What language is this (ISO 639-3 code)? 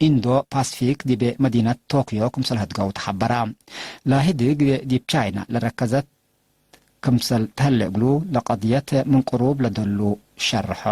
tig